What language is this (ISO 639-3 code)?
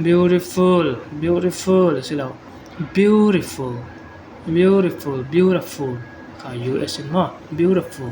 cfm